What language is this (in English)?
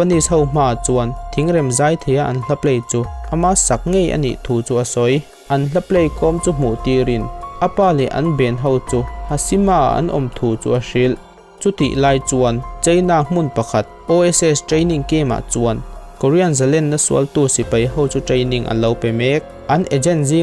Mizo